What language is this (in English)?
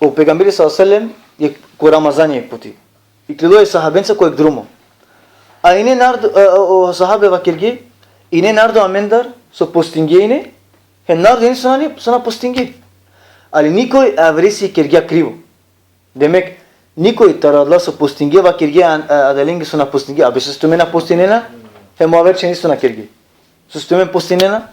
Balkan Romani